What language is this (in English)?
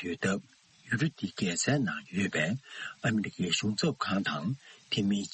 Tibetan